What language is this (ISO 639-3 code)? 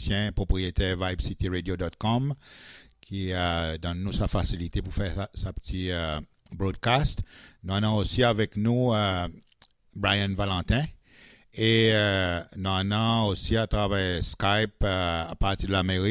crs